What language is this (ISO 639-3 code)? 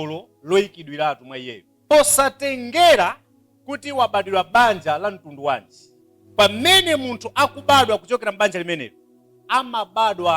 nya